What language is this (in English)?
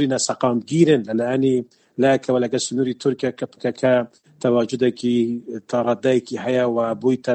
Central Kurdish